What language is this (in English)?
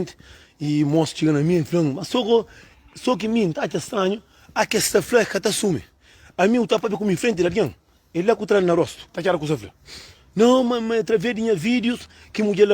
Kabuverdianu